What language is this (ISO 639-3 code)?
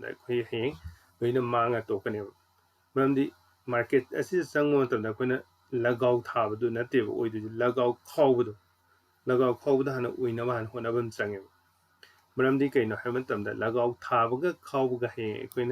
mni